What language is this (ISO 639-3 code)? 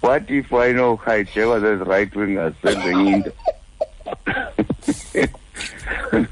xho